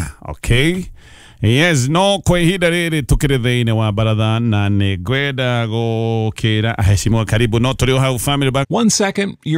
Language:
Kikuyu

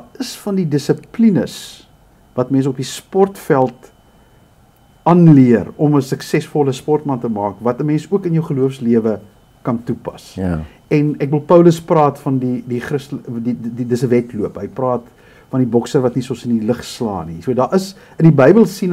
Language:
Afrikaans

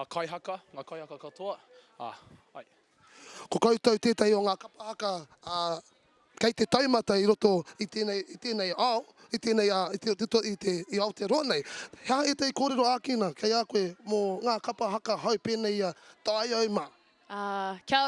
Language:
Māori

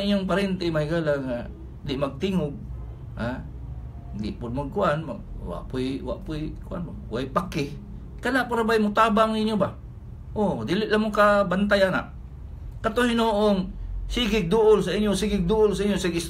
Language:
Cebuano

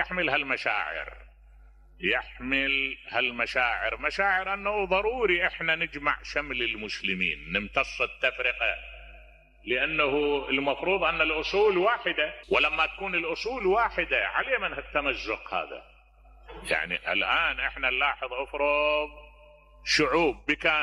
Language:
Mesopotamian Arabic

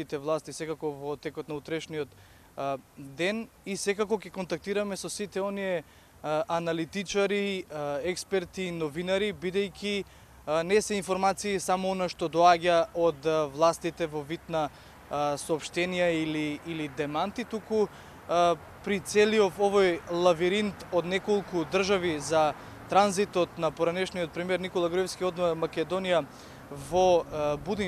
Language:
Macedonian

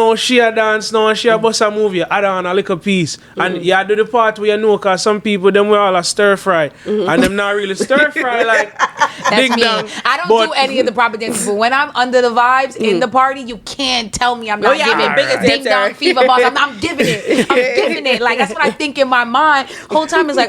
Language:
Jamaican Creole English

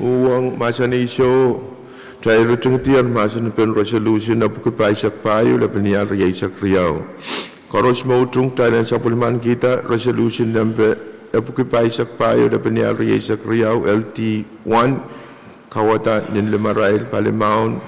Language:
Pohnpeian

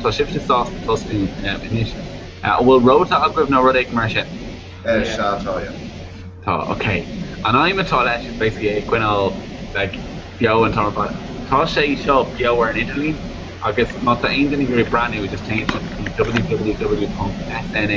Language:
Irish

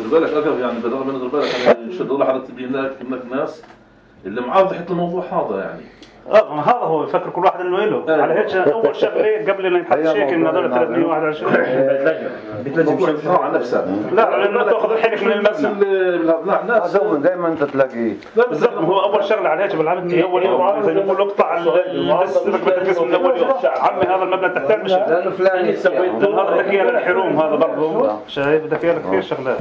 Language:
North Levantine Arabic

